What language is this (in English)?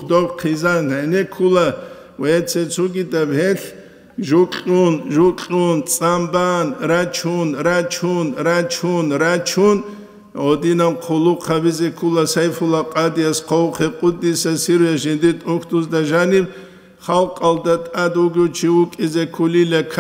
Avaric